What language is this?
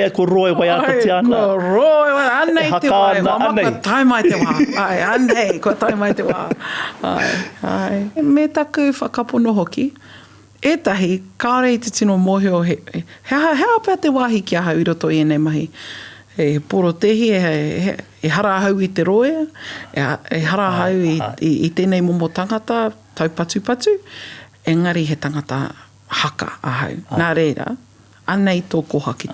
Māori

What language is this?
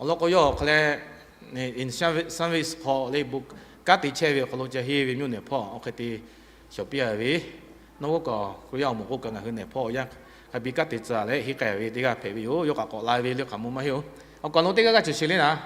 Lahu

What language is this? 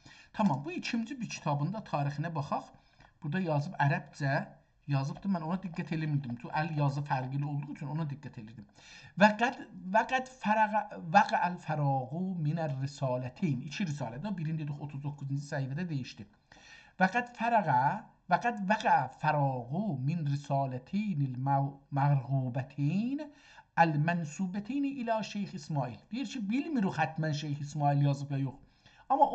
South Azerbaijani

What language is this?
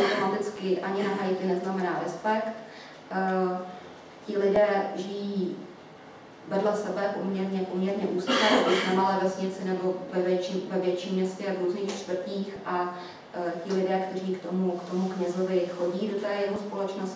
Czech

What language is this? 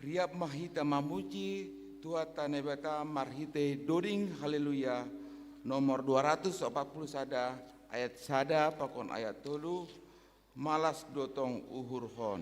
Batak Simalungun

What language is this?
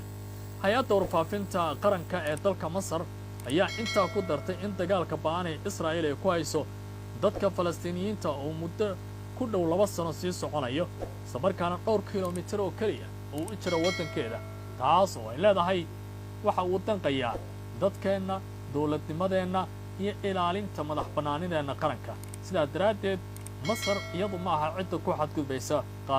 Somali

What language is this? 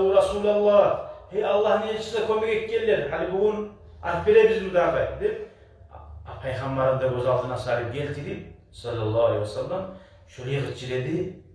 Kumyk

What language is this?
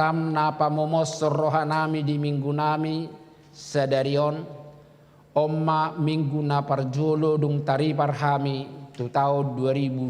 Batak Toba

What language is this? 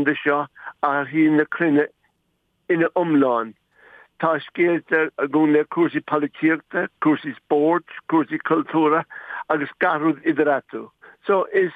Irish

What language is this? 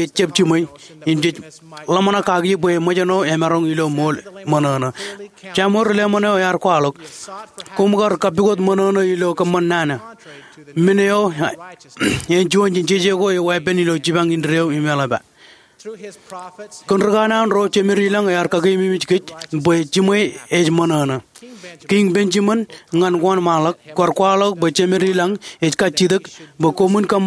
Marshallese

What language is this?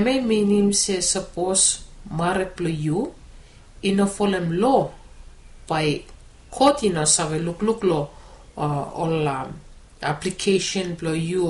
Bislama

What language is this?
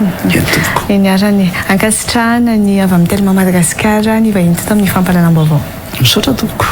Malagasy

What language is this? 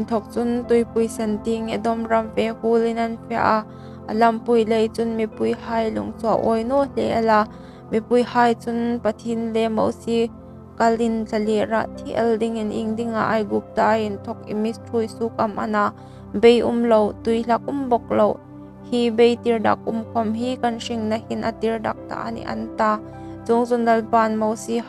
Hmar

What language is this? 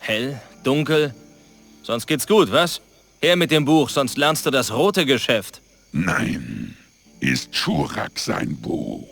Bavarian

